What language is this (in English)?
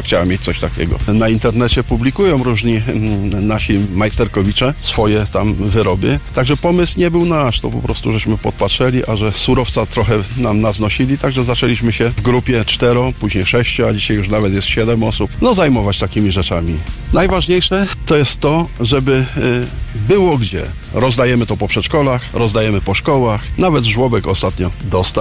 Polish